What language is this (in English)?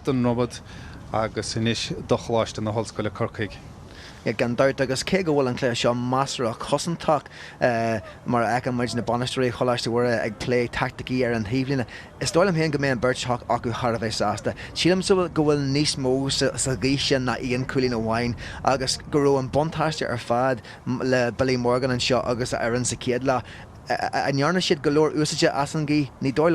Irish